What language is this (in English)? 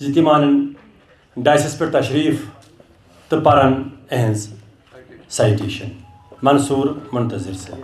Kashmiri